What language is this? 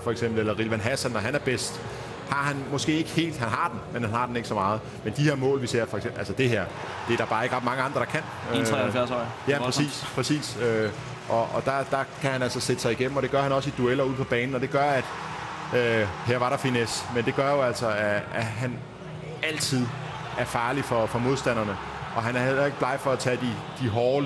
Danish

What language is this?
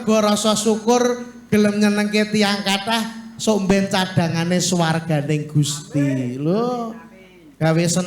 Javanese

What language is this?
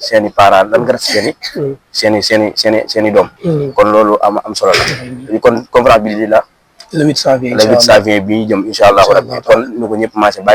Wolof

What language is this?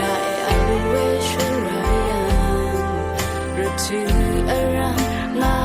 Rawang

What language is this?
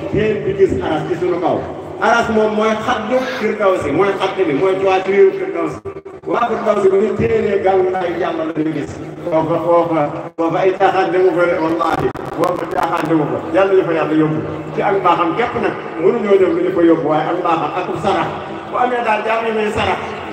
Wolof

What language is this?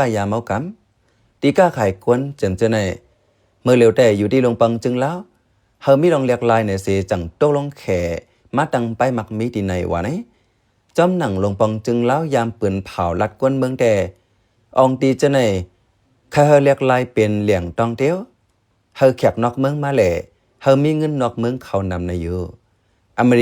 Shan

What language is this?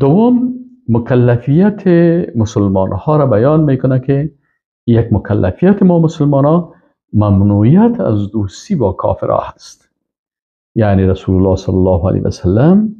Persian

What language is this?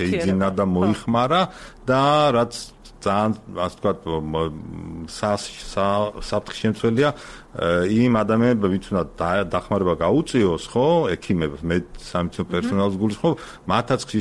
Georgian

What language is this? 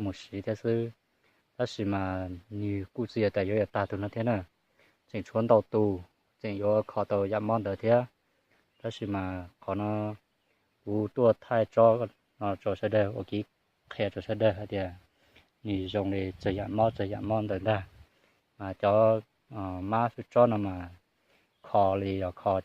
Hmong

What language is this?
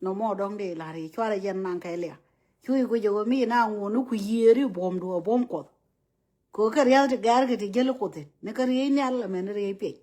Nuer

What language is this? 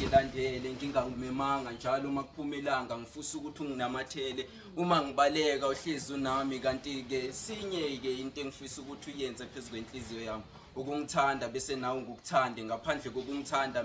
Zulu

